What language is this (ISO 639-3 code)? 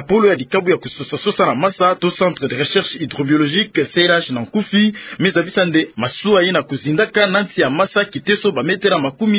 ktu